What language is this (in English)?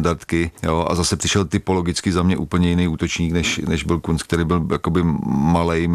Czech